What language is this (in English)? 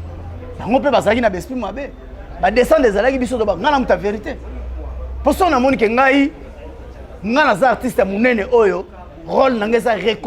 Lingala